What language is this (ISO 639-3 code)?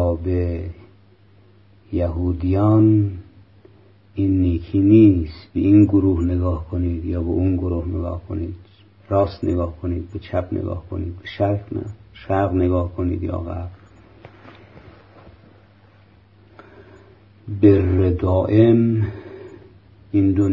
fas